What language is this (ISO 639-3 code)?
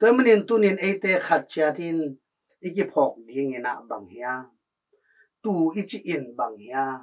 ctd